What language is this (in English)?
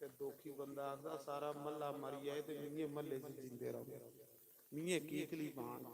Dogri